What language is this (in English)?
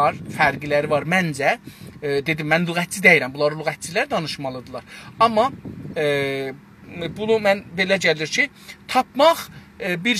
South Azerbaijani